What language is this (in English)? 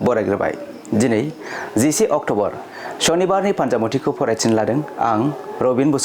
Bodo